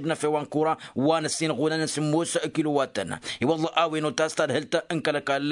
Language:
Tamasheq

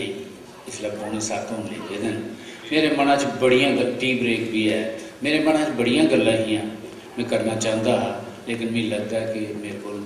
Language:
Dogri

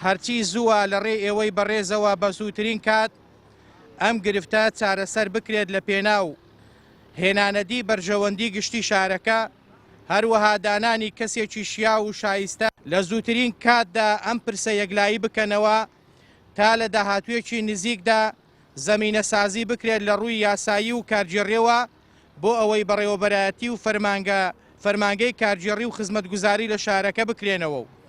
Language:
Central Kurdish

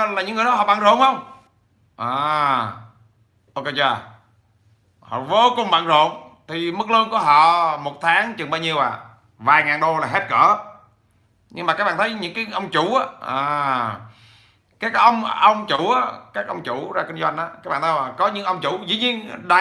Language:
Vietnamese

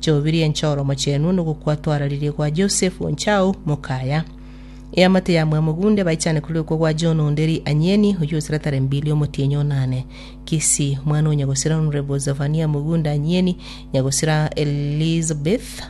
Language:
Gusii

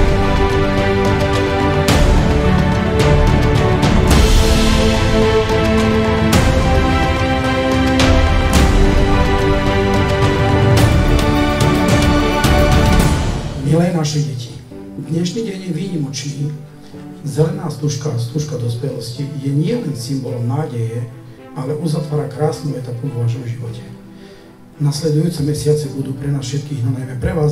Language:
Slovak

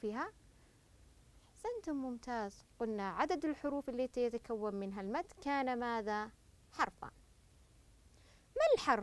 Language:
Arabic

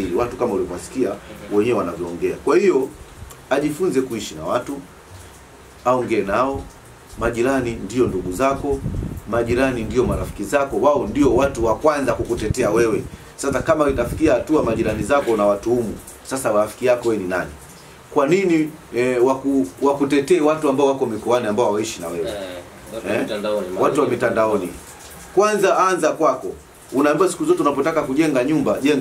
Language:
Swahili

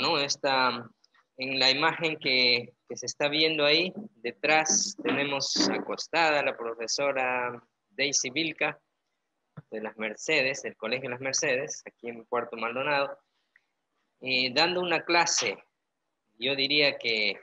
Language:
Spanish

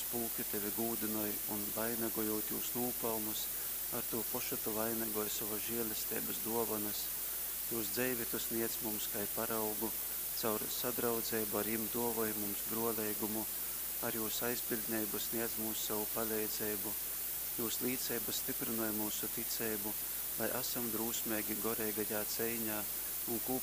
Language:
Latgalian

